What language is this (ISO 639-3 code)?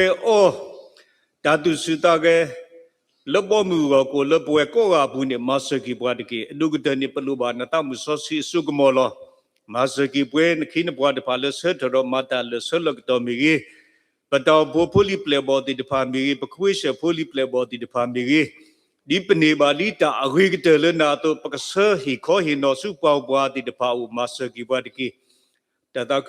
ksw